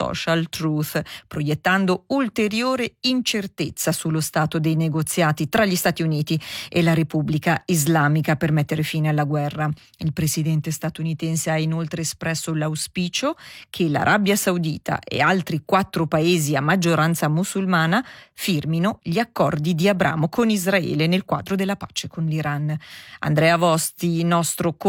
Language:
Italian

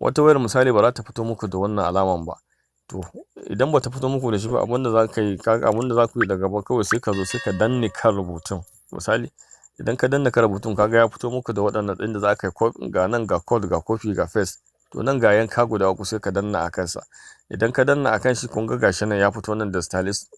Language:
Hausa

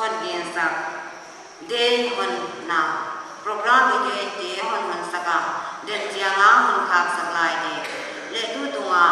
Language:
Paite Chin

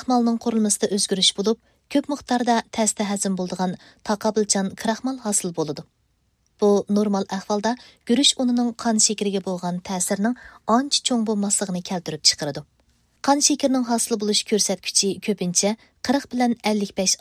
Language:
Uyghur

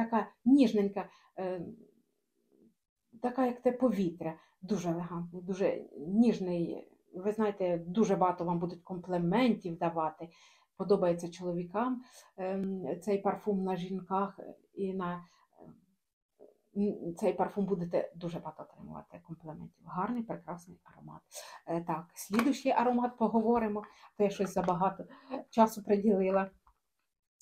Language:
Ukrainian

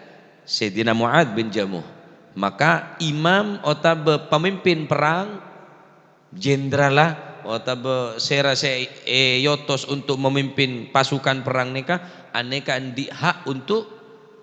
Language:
Madurese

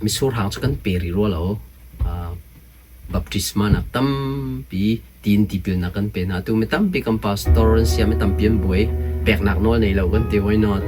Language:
Hakha Chin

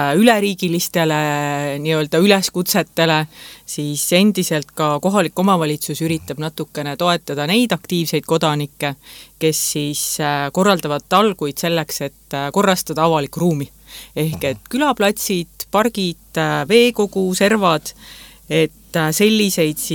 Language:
Estonian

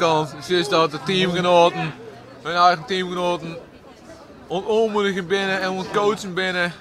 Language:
Western Frisian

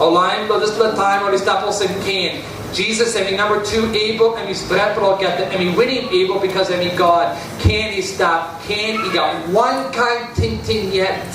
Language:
Tok Pisin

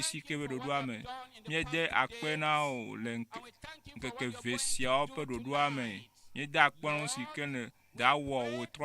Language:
Ewe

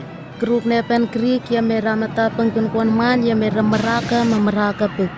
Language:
Southwest Tanna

